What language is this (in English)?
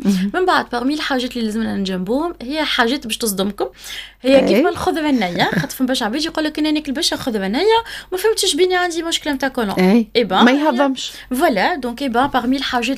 Tunisian Arabic